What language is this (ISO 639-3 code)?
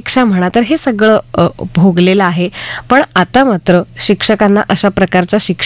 mar